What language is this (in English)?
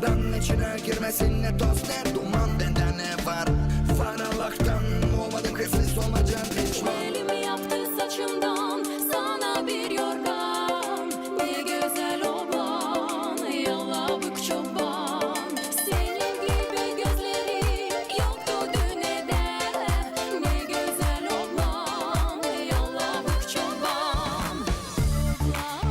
Gagauz